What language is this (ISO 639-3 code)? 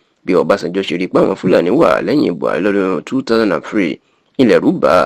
yor